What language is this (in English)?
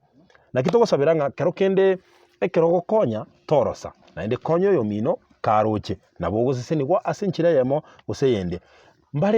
Gusii